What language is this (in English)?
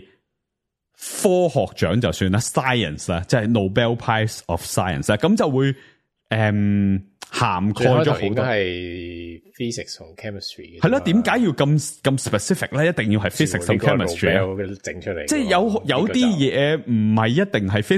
Cantonese